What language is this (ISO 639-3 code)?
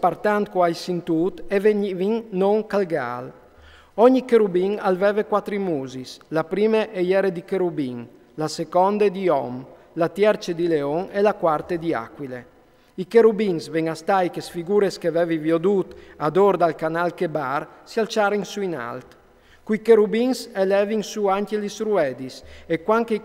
fur